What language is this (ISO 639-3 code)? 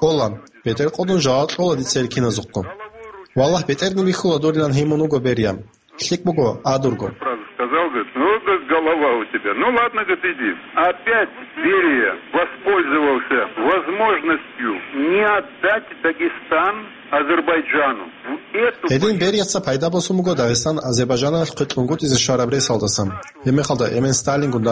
ava